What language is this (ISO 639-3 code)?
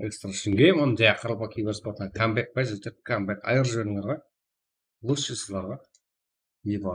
kaa